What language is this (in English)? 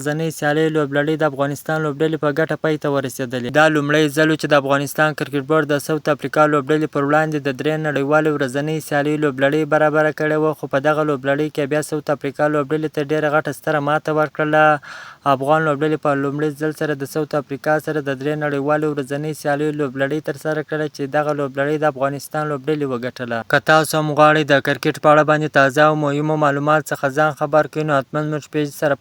Pashto